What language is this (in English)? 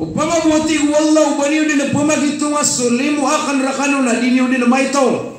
Maranao